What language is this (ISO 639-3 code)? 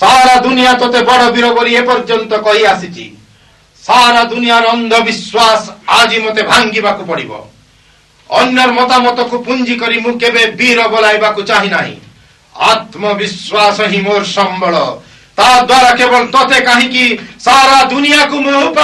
ori